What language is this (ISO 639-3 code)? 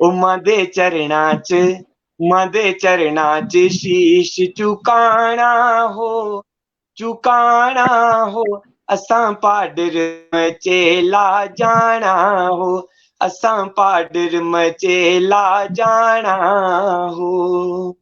doi